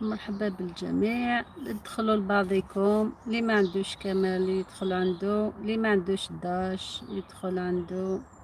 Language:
Algerian Arabic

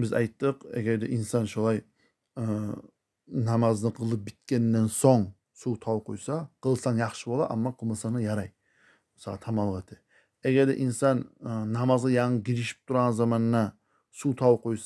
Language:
Kumyk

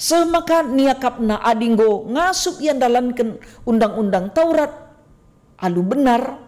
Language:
Batak Karo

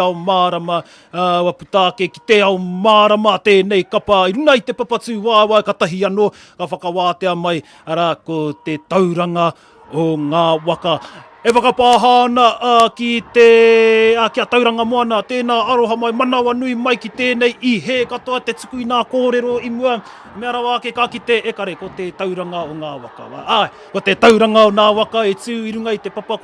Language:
Māori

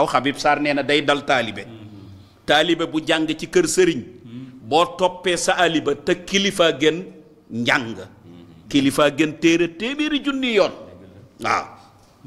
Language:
Wolof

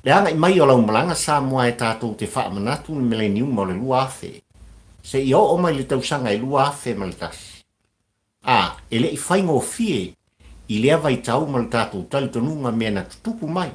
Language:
Samoan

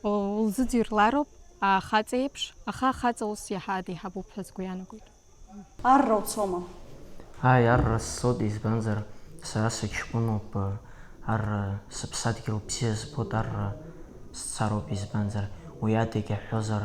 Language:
Abkhazian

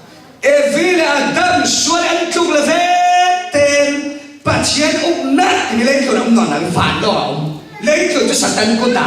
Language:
Falam Chin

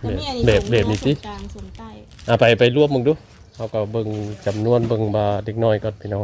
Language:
Northeastern Thai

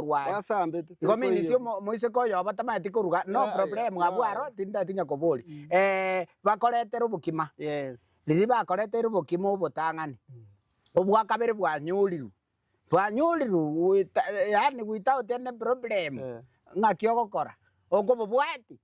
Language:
Gusii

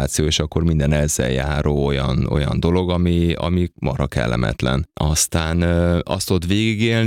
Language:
Hungarian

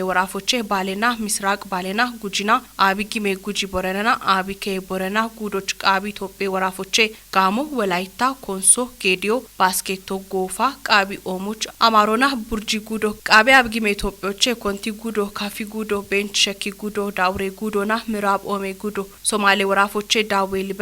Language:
Kafa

